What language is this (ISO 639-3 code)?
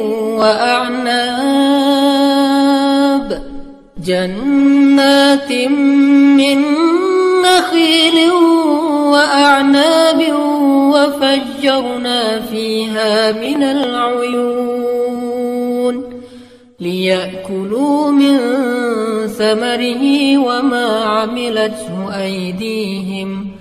ara